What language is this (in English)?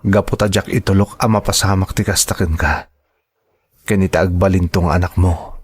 Iloko